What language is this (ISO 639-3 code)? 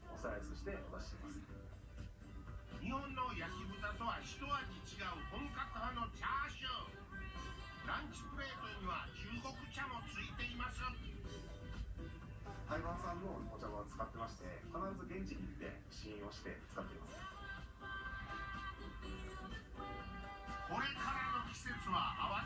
jpn